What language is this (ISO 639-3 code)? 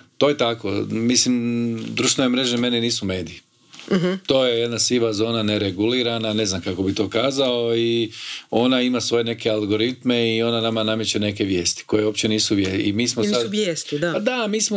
hrv